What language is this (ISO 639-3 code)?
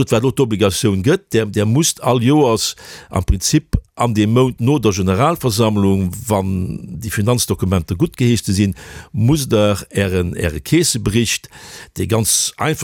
ltz